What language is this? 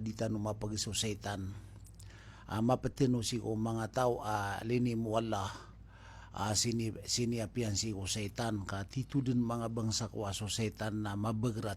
Maranao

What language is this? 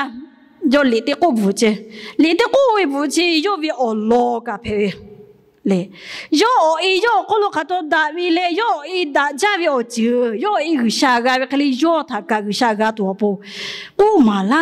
Lahu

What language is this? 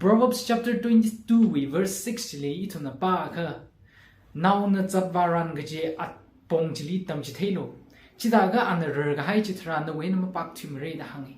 Tangkhul Naga (India)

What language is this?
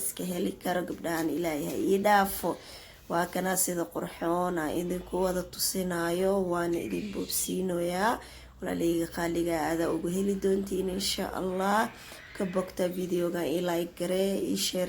Somali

